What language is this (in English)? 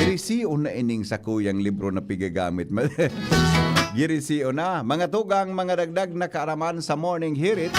Bikol